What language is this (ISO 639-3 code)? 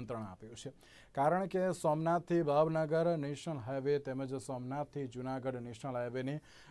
guj